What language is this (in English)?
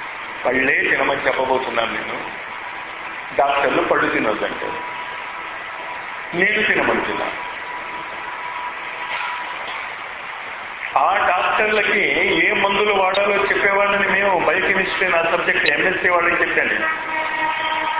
Telugu